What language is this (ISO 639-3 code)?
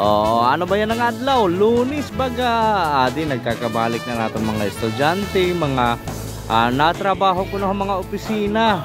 war